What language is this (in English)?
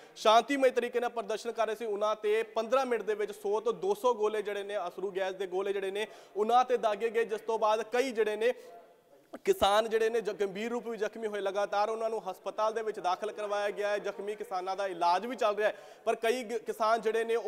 Punjabi